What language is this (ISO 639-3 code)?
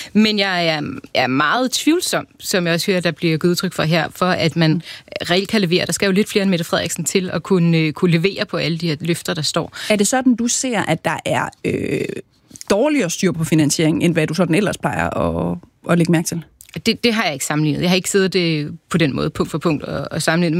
dan